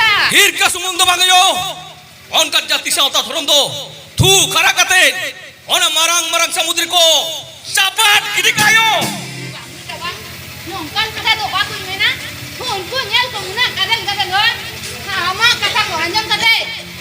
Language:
Santali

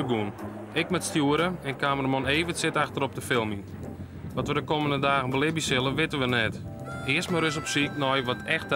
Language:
Western Frisian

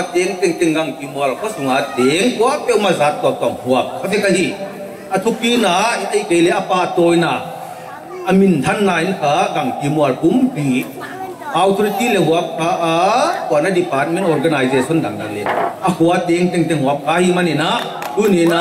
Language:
Paite Chin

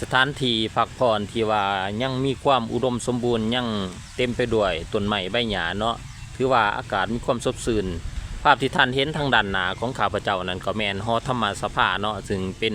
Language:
Lao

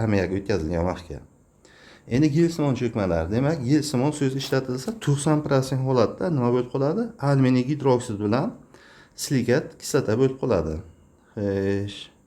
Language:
Uzbek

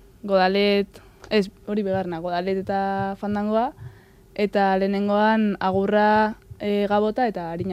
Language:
Basque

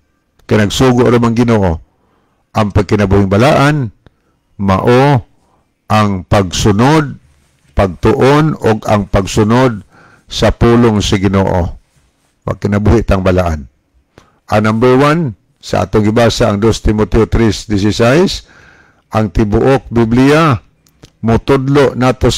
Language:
Cebuano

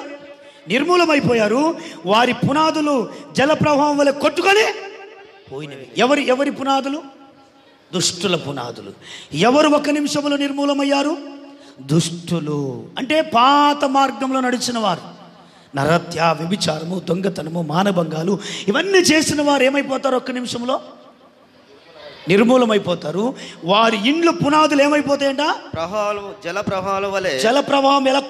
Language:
Telugu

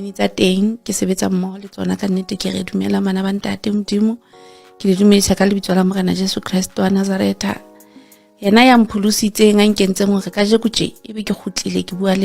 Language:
Southern Sotho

